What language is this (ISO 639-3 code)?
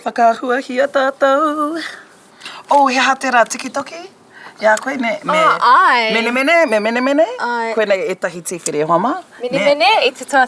mri